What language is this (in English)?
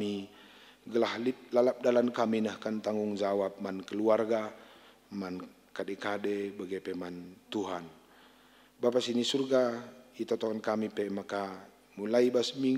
Batak Karo